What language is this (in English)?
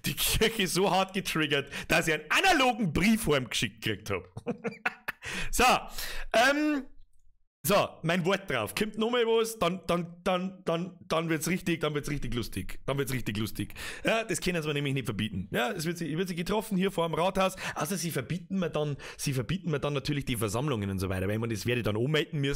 Bavarian